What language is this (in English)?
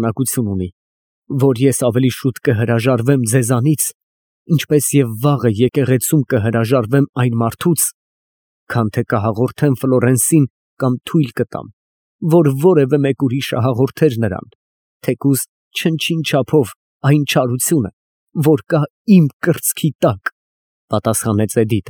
Armenian